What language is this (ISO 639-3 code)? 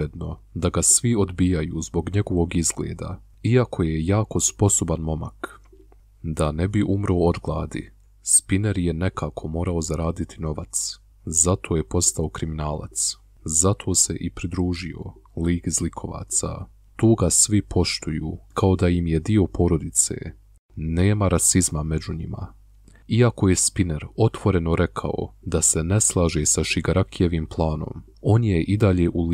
bos